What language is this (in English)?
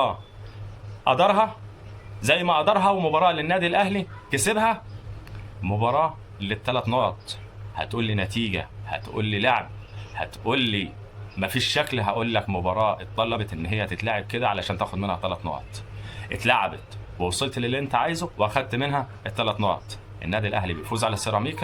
Egyptian Arabic